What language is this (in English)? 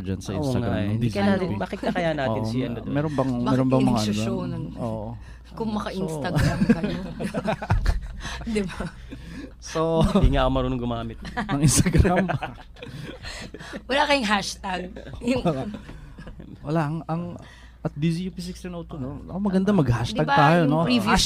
Filipino